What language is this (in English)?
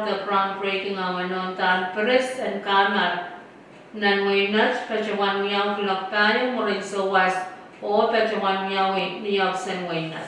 Pohnpeian